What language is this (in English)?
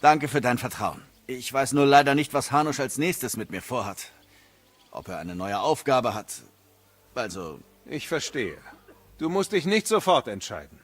Bavarian